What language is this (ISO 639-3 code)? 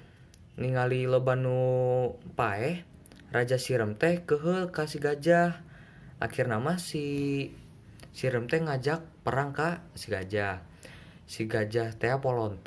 sun